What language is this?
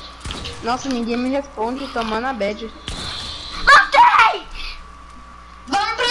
Portuguese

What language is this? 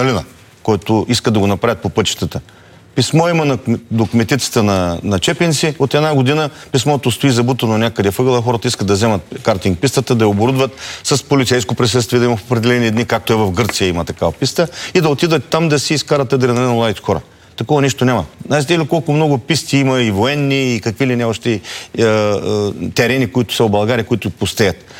Bulgarian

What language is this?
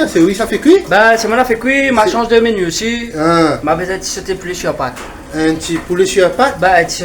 Réunion Creole French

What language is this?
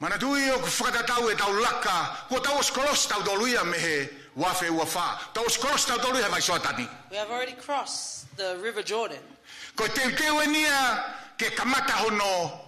Tongan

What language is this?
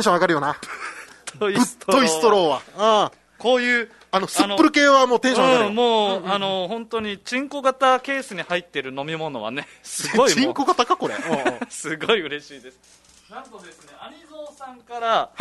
Japanese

